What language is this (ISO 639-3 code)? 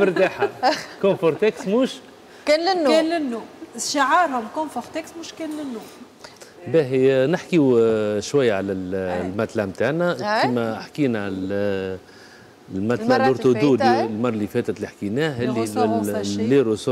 aeb